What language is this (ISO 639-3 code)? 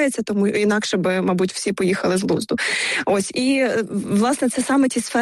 ukr